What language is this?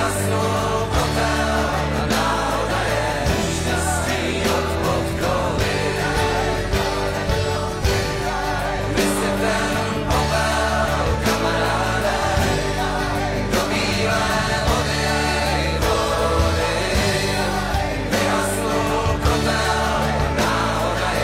Czech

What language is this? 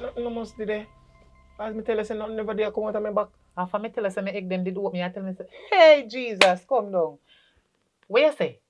Jamaican Creole English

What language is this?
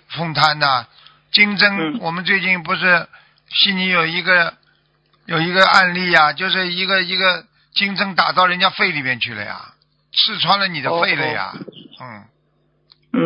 Chinese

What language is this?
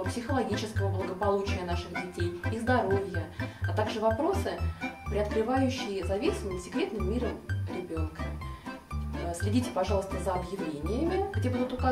Russian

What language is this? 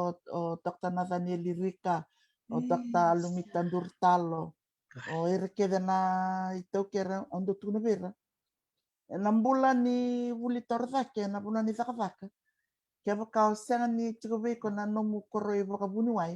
Fijian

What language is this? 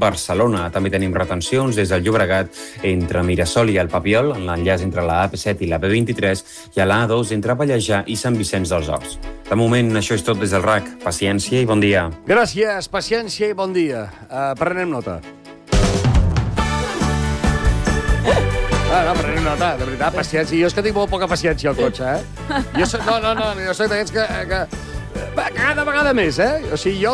Catalan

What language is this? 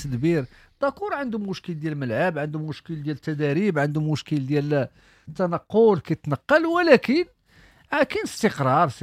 Moroccan Arabic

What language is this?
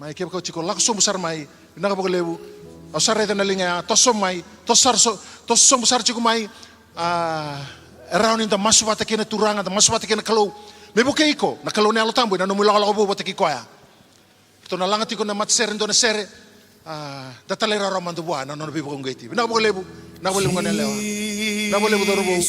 Fijian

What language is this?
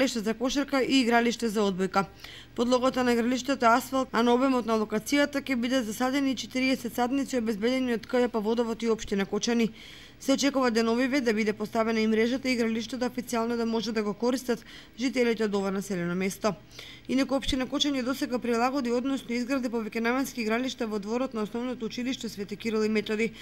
Macedonian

